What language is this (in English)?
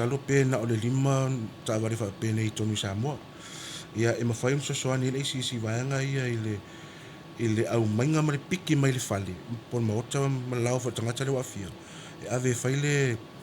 Samoan